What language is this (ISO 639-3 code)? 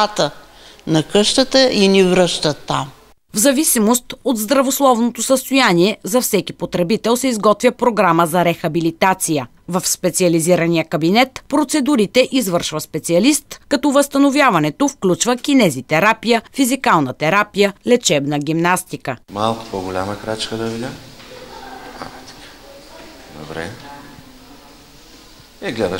bul